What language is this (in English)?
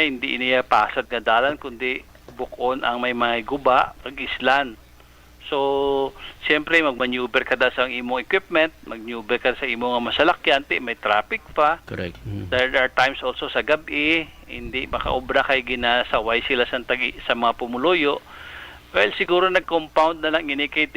Hiligaynon